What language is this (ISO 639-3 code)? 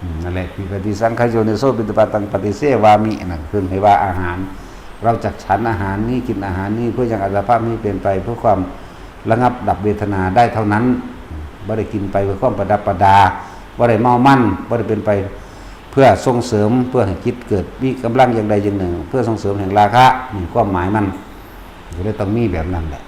tts